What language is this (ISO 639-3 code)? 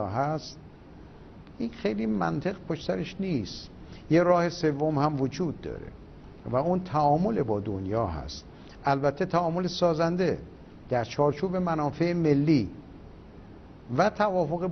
fas